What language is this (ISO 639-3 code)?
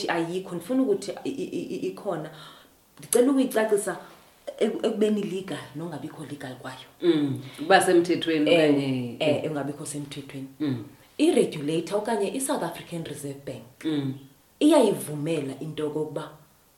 xho